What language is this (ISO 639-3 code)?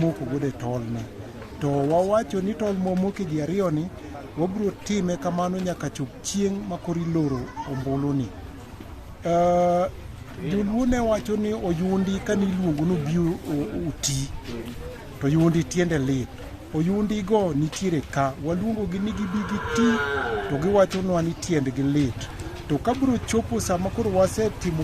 luo